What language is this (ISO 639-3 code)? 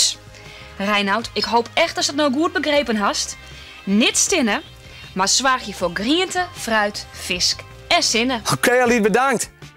fry